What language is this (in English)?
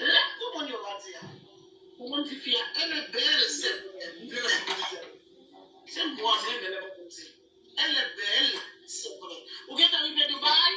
Haitian Creole